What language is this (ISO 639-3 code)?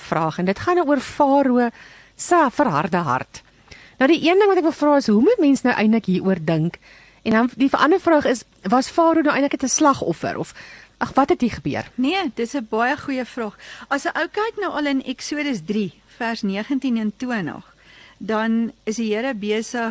afr